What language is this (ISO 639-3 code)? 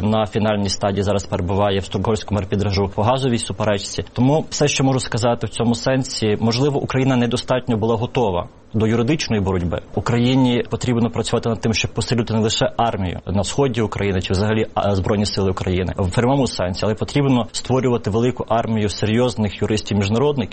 ukr